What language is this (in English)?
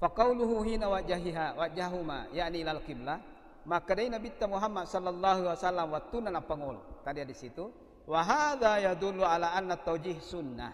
Buginese